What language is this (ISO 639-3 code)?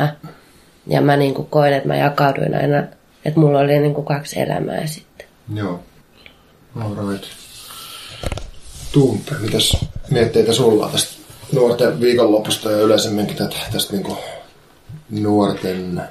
fin